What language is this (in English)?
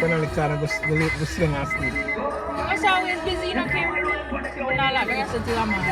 Jamaican Creole English